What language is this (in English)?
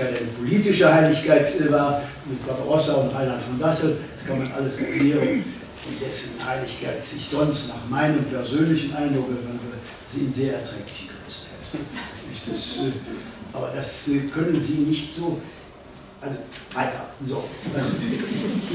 German